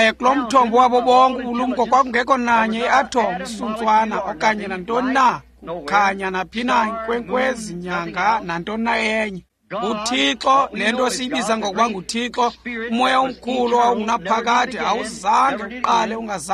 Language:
Xhosa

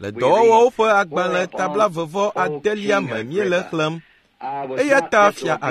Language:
Ewe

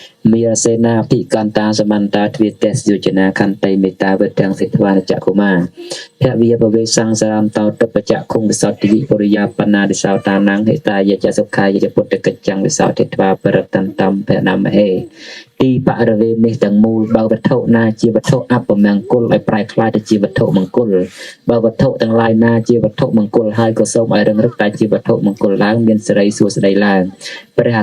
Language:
Khmer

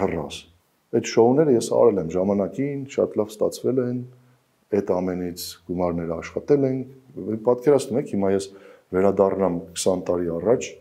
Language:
Armenian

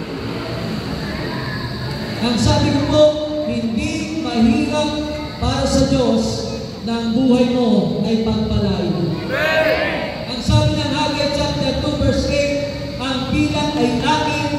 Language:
Filipino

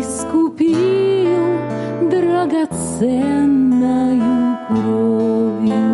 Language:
Gagauz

